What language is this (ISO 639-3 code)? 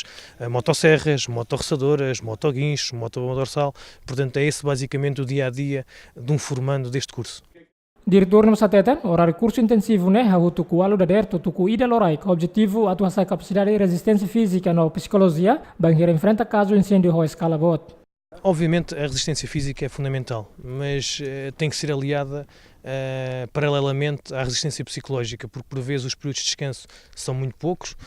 tet